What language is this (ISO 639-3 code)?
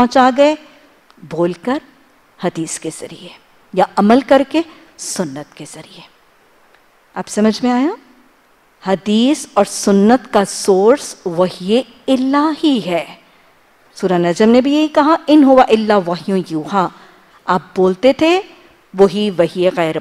urd